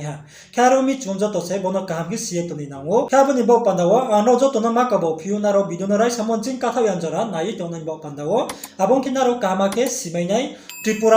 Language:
Riang (India)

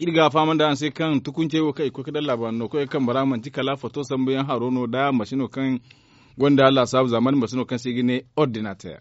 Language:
Zarma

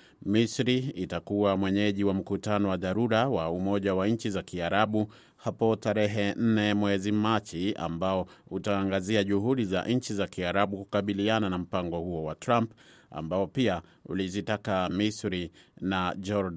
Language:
Swahili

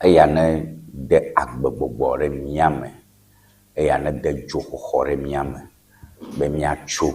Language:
Ewe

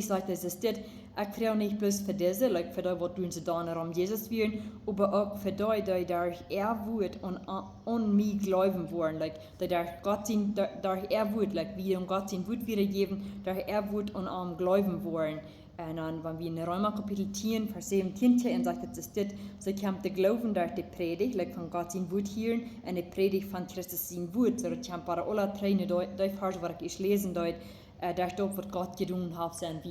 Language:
Plautdietsch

